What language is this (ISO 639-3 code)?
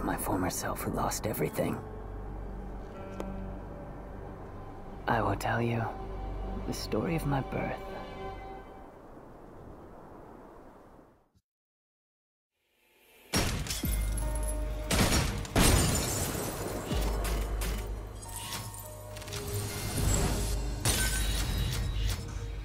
eng